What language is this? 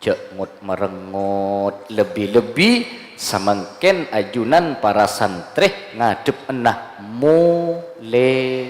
Madurese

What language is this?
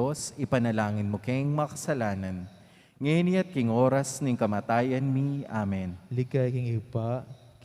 Pampanga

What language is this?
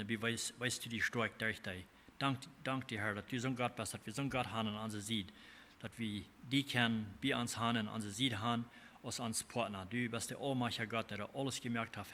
Plautdietsch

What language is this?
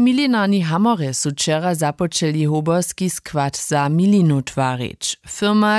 Upper Sorbian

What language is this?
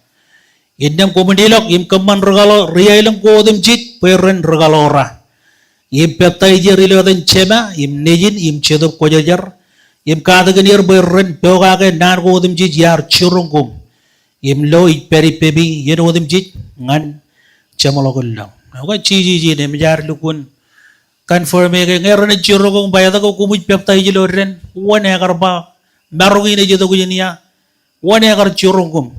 Marshallese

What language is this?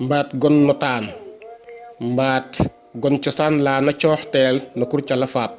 Serer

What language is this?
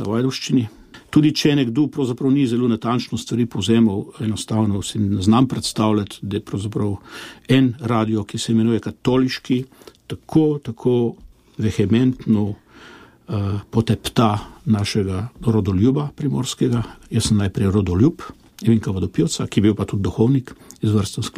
Slovenian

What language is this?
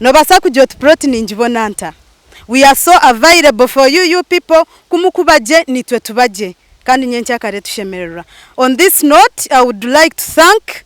Nyankole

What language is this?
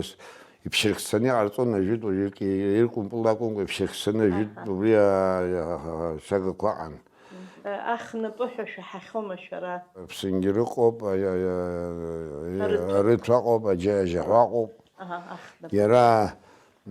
Abkhazian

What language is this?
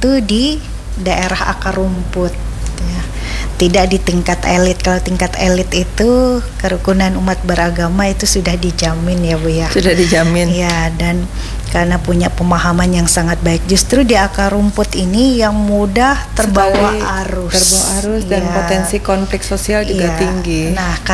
Indonesian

